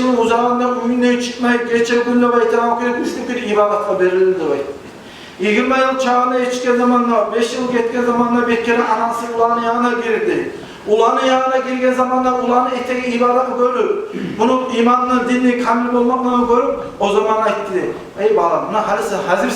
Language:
Kumyk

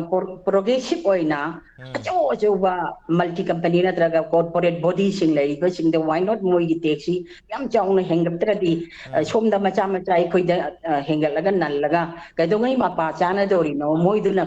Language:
Manipuri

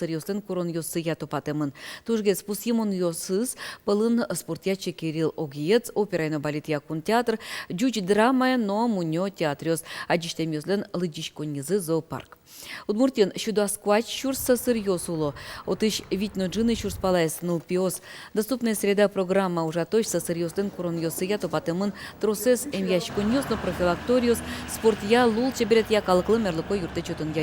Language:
Udmurt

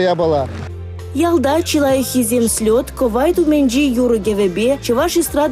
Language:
Chuvash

